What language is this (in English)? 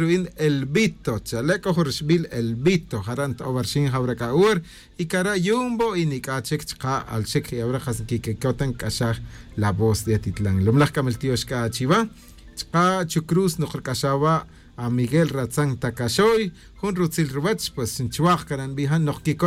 Tz'utujil